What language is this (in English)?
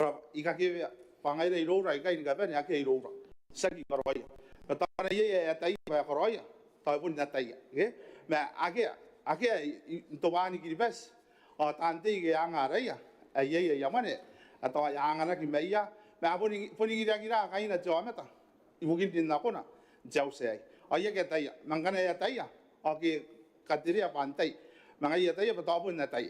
Gilbertese